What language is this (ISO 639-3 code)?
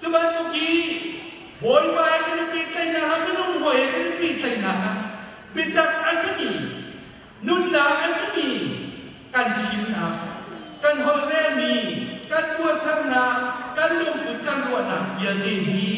cnh